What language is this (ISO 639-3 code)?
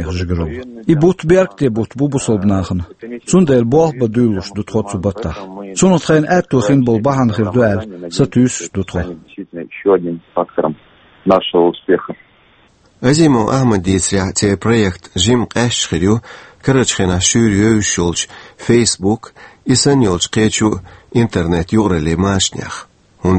che